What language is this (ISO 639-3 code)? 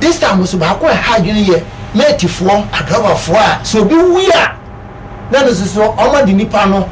aka